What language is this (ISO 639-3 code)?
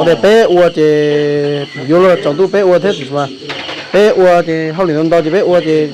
hmn